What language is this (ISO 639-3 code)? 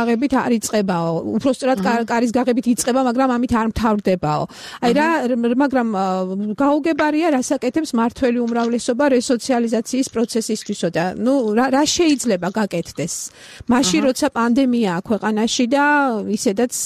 kat